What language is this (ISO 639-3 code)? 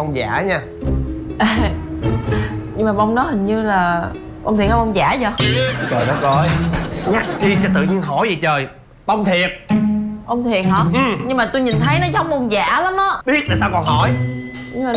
vie